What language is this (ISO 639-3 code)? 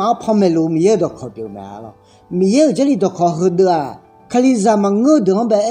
ahk